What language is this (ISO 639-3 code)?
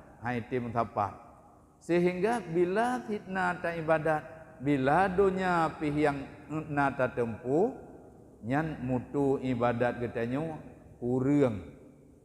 ace